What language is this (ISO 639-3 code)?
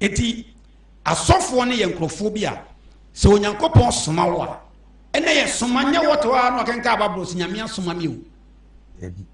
aka